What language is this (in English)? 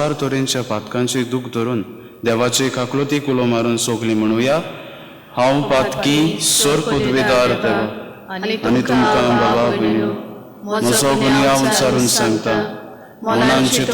Konkani